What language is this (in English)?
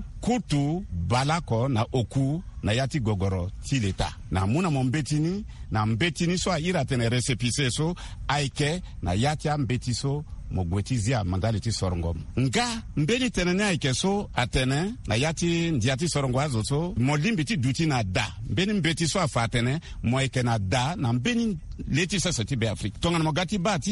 Sango